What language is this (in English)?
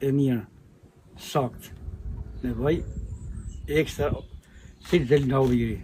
Albanian